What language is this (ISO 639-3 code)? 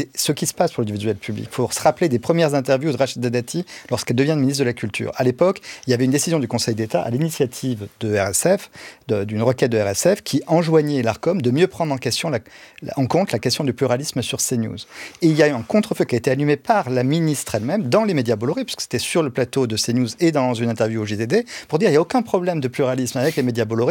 fra